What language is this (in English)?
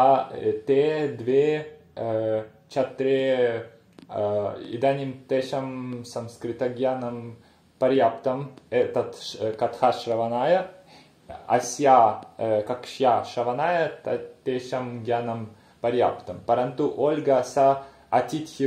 Sanskrit